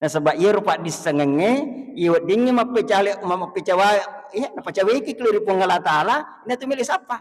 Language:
Buginese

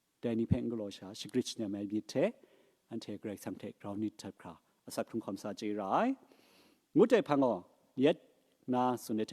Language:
Kachin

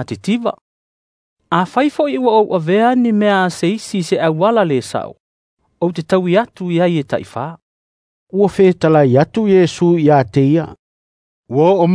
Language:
Samoan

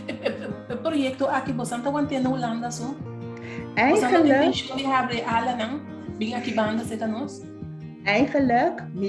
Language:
Papiamento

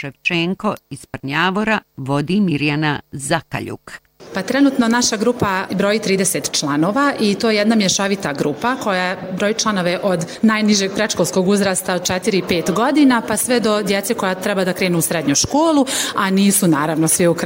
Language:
Bosnian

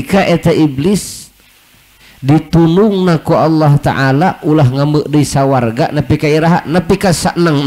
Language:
Sundanese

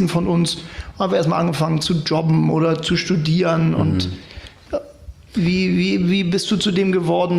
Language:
German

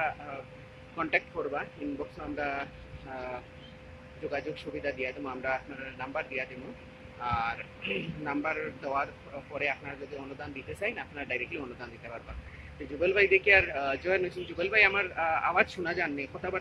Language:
Sylheti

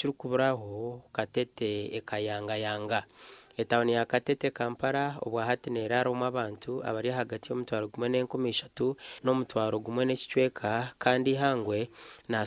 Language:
Nyankole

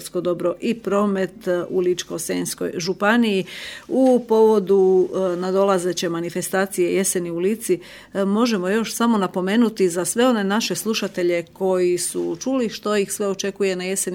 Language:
Croatian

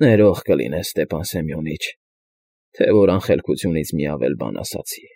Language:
Armenian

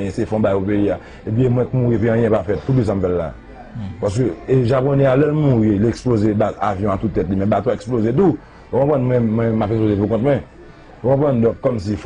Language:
Haitian Creole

